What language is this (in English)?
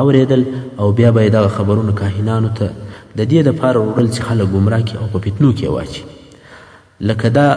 Pashto